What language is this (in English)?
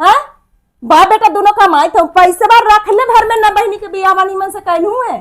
Magahi